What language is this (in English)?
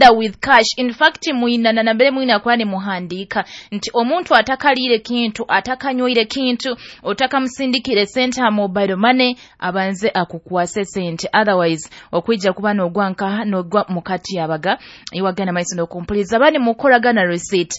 Nyoro